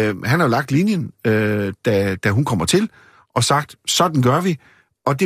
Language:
Danish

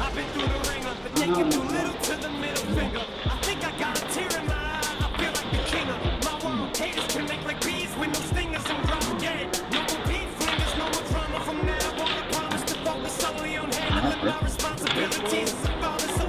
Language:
English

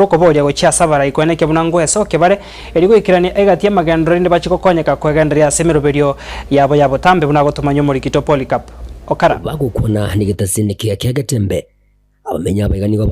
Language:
Gusii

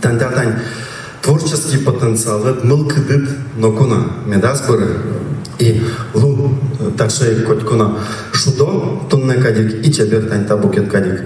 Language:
Udmurt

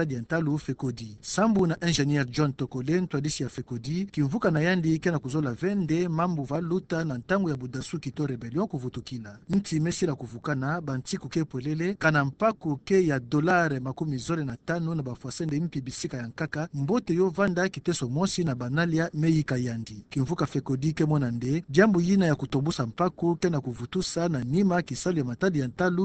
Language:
Kituba (Democratic Republic of Congo)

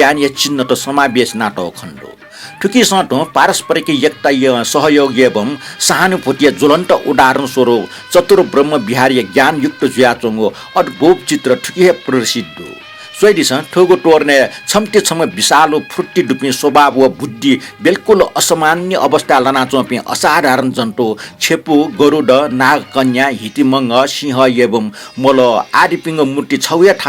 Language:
Newari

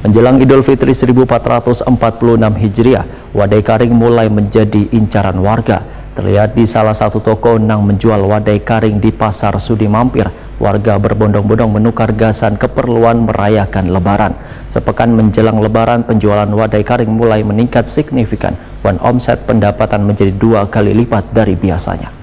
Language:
Banjar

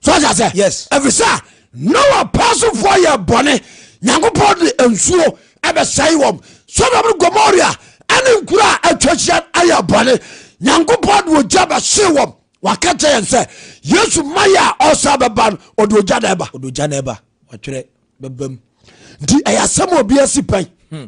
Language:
Akan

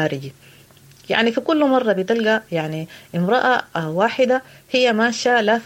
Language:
Sudanese Arabic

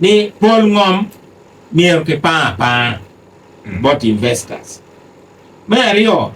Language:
Acoli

